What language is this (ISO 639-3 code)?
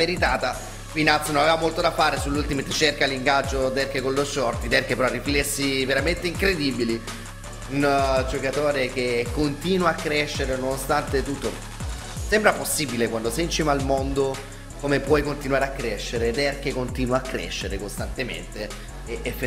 ita